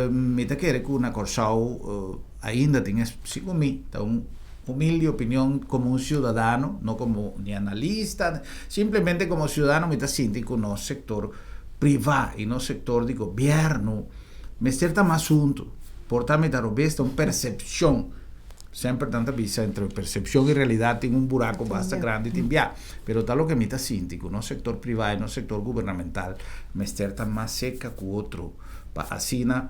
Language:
Papiamento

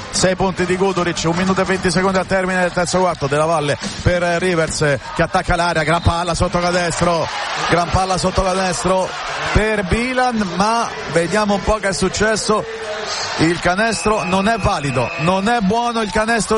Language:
Italian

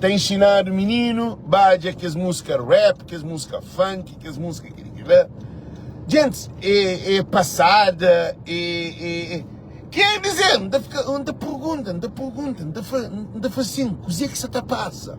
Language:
Kabuverdianu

